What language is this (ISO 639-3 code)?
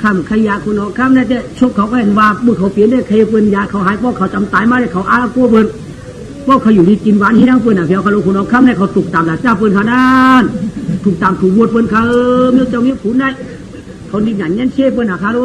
shn